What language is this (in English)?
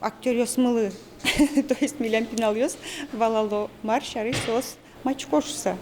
Udmurt